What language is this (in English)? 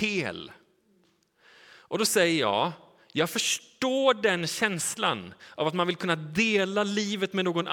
Swedish